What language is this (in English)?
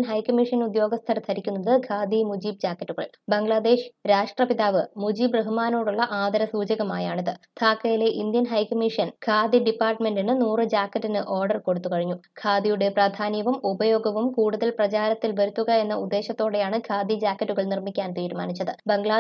Malayalam